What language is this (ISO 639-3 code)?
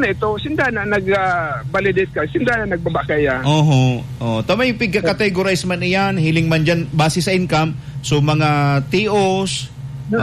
bik